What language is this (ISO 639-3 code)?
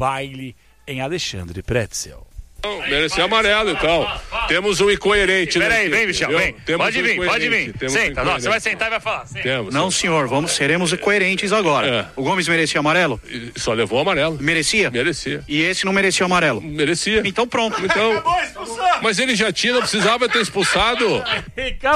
por